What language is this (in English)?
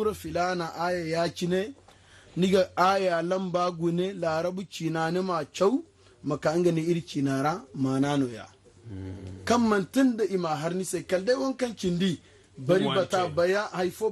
Zarma